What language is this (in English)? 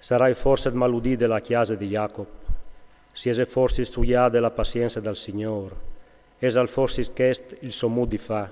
Friulian